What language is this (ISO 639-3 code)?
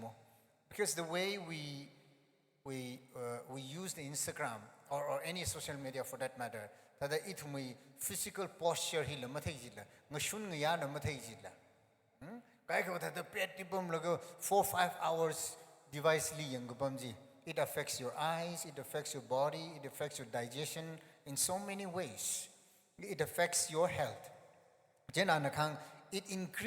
nmf